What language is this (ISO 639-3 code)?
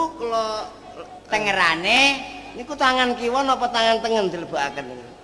jav